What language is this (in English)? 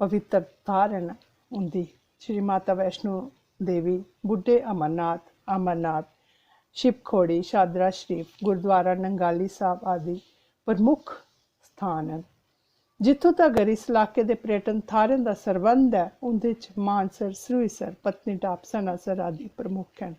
Dogri